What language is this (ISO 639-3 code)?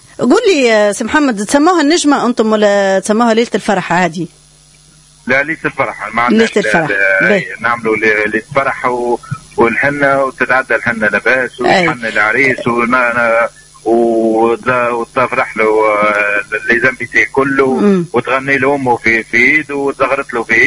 aeb